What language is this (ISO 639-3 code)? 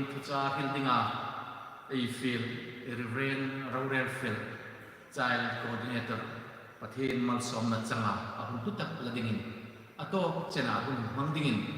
hmr